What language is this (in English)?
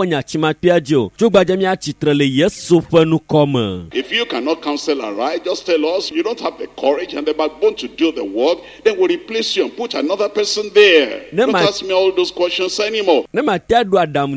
Ewe